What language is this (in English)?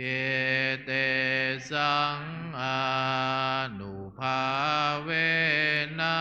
Pali